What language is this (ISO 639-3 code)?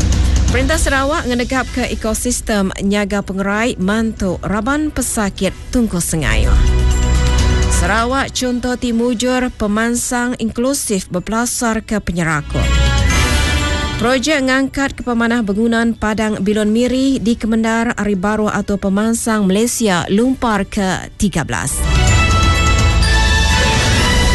iba